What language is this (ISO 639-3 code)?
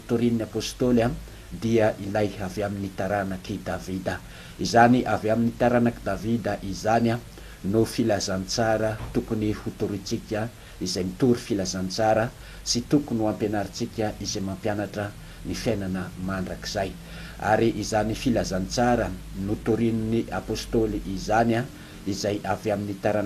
mlg